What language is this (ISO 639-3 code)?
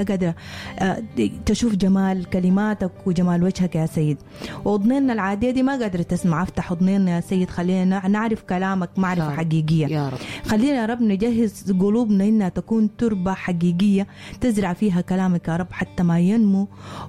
apd